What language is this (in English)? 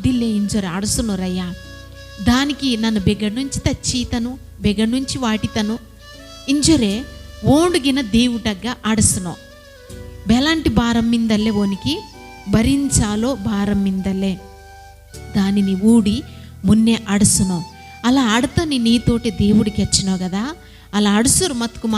Koya